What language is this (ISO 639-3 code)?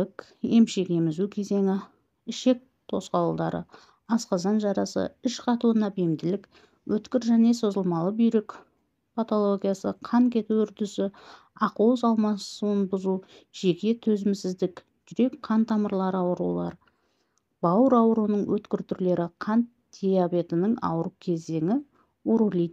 kaz